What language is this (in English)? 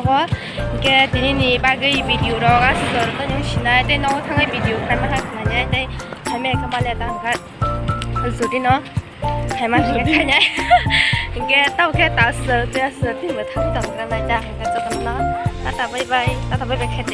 Kok Borok